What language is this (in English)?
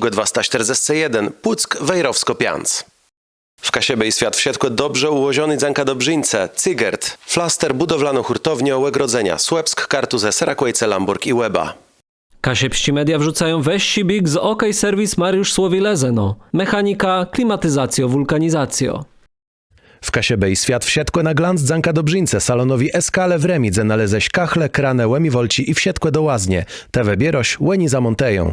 Kashubian